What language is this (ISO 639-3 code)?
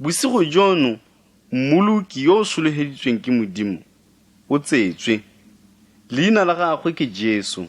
tsn